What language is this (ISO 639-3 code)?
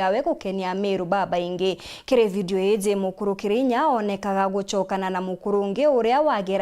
mer